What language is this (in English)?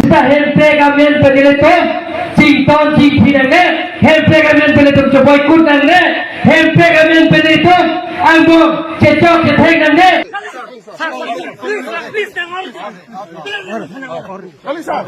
Karbi